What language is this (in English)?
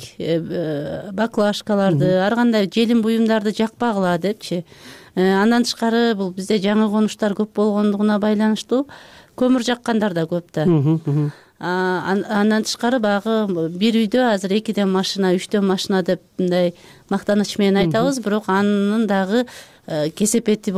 Kyrgyz